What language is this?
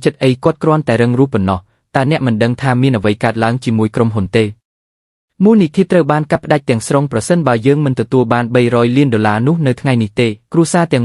Khmer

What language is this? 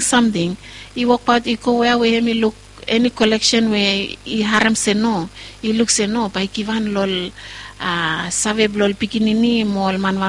Bislama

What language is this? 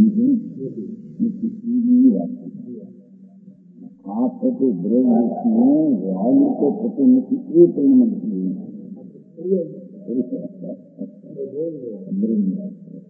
Gujarati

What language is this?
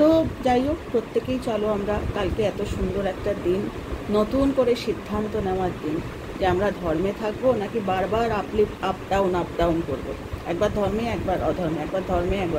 Bangla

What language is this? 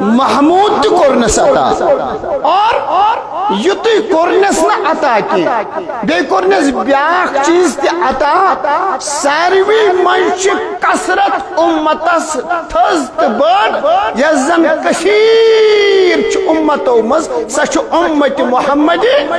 Kashmiri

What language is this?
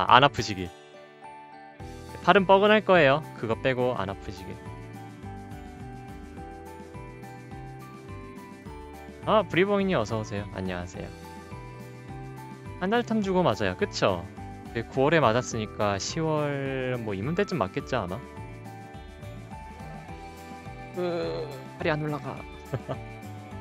Korean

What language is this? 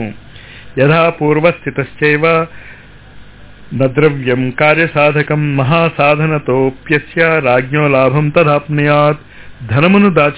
Telugu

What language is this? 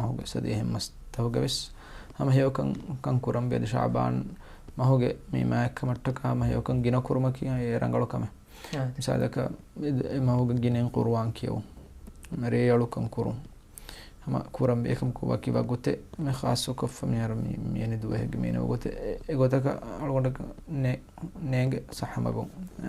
Divehi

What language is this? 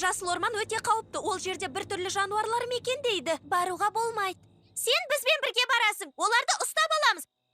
Kazakh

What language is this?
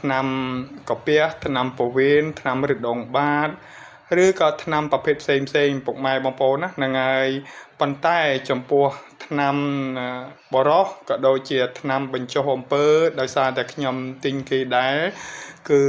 Khmer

